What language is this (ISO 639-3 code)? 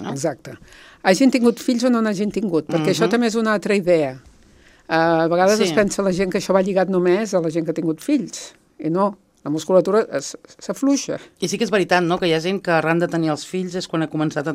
cat